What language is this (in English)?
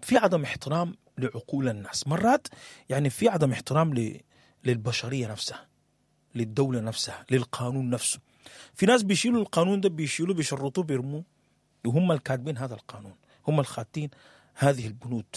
Sudanese Arabic